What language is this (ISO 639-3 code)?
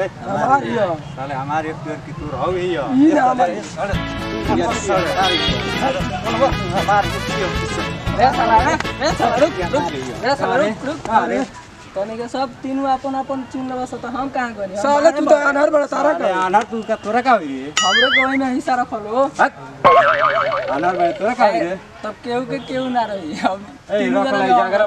bho